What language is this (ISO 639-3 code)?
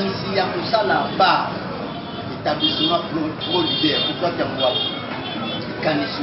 lin